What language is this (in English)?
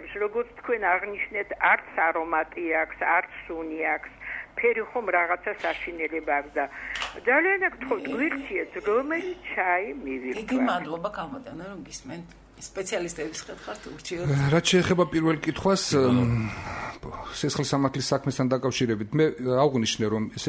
Georgian